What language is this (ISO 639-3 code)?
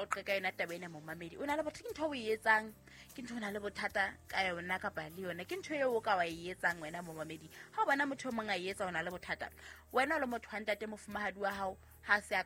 sot